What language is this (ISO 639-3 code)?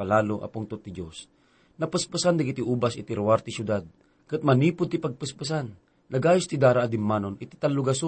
ilo